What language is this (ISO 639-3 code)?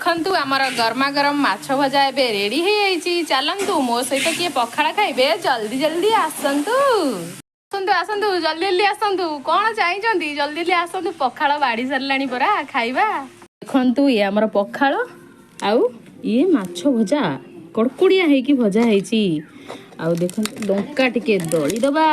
ori